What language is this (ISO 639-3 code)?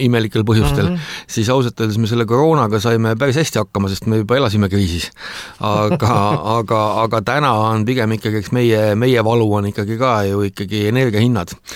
est